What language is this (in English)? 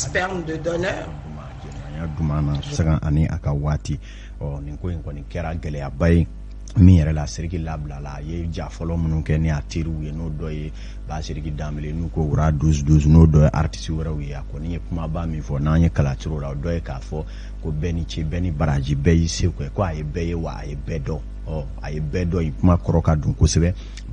Bambara